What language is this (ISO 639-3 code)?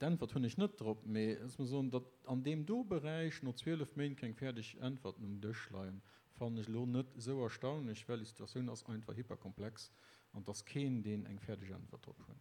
ltz